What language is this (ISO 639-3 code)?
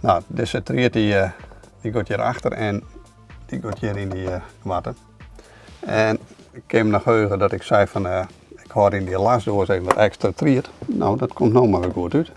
fry